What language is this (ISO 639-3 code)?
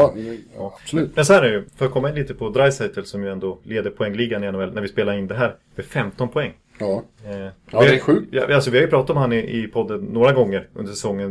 swe